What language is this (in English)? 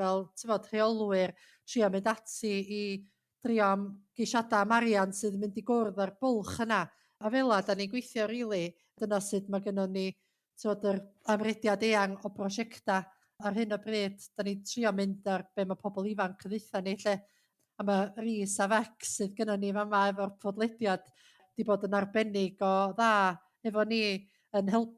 Welsh